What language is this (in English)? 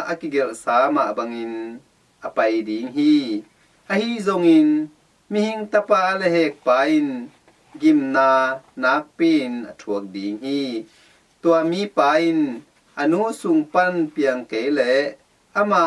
Tedim Chin